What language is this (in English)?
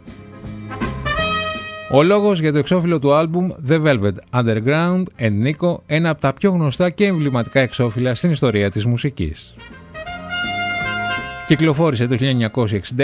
Greek